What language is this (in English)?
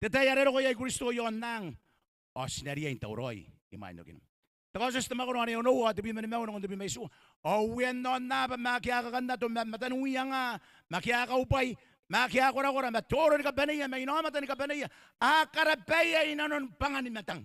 Gilbertese